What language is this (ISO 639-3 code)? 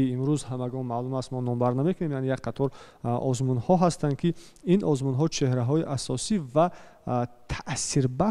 tgk